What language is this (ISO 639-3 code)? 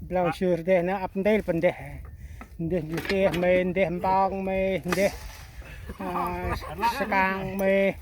cmo